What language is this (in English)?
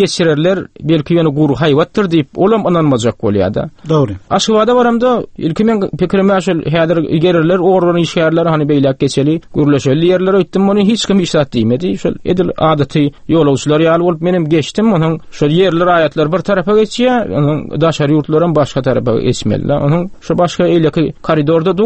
Turkmen